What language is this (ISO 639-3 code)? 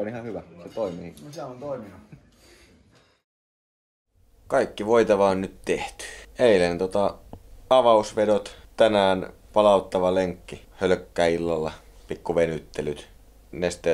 fin